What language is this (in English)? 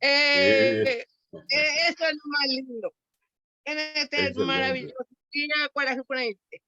Guarani